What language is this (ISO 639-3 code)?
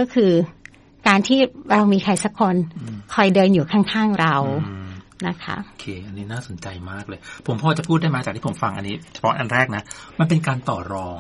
tha